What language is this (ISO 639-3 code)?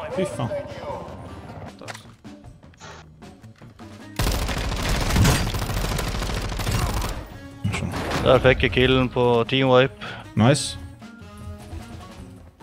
nor